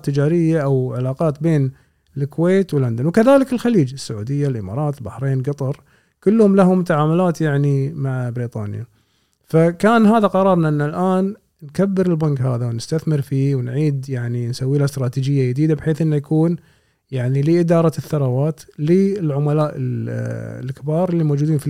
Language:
Gulf Arabic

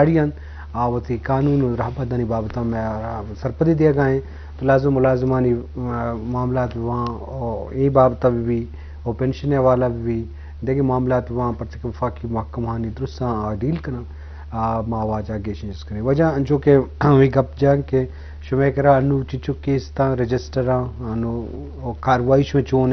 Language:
Eastern Balochi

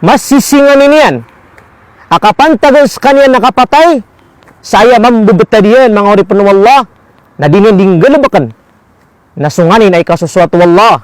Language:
Maranao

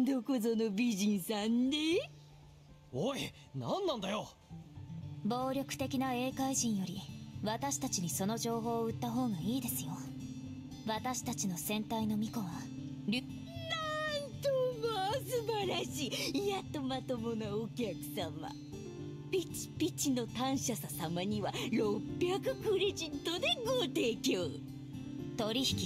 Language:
Japanese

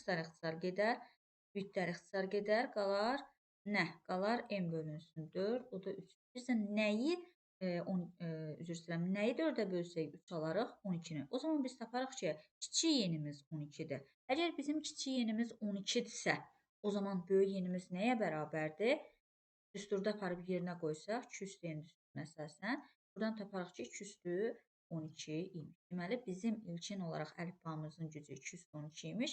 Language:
Azerbaijani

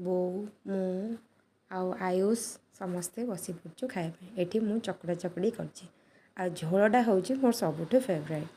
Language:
Odia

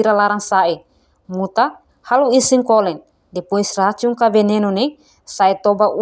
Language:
Tetum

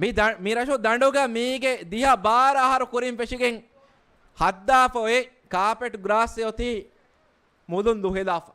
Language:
Divehi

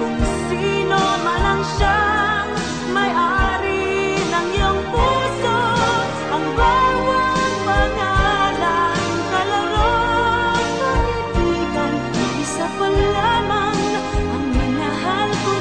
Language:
Filipino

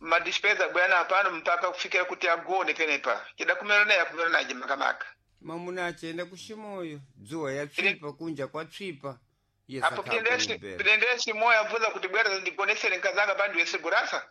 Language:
Sena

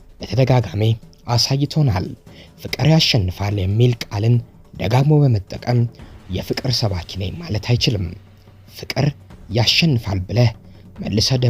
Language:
Amharic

